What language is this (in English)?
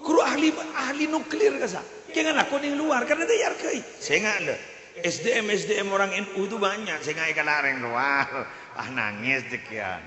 Madurese